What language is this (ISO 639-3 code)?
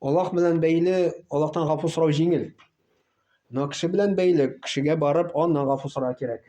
tat